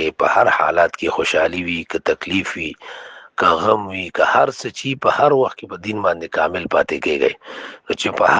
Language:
Pashto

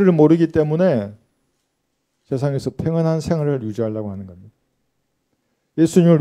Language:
Korean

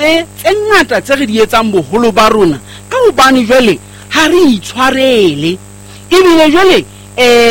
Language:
Southern Sotho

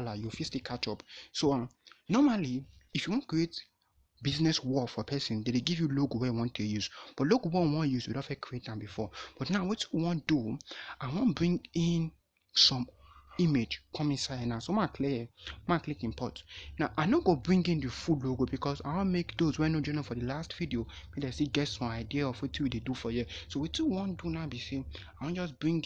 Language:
Nigerian Pidgin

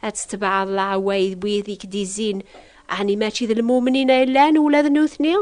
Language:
Kabyle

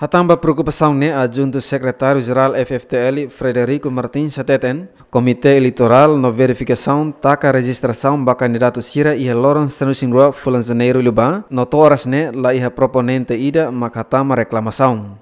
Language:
Tetum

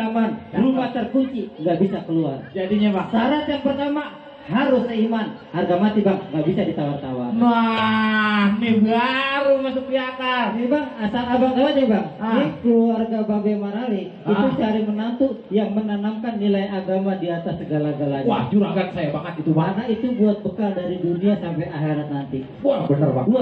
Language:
Betawi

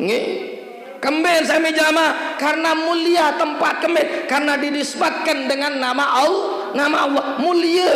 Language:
Sasak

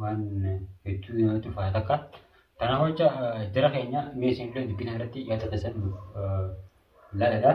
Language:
Oromo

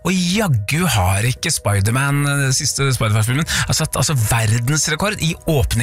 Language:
Norwegian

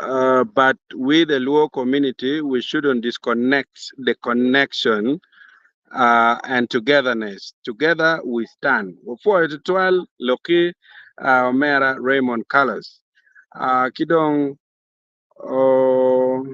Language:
Acoli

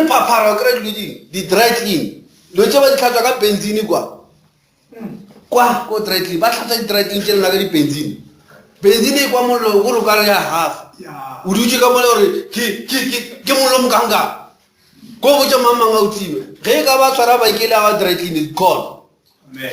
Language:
Northern Sotho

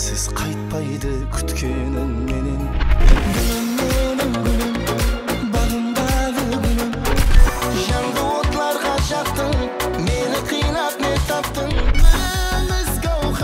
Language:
Kara-Kalpak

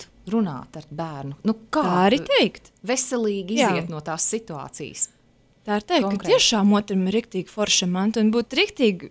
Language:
Latvian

